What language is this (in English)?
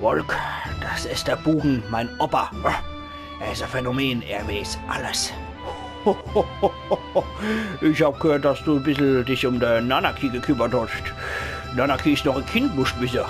Palatine German